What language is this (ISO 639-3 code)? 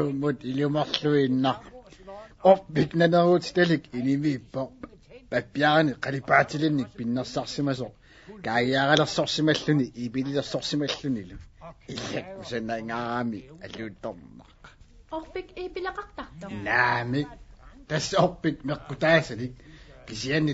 kal